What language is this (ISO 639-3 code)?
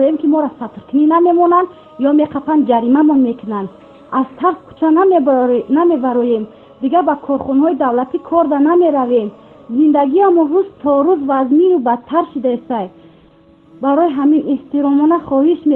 tgk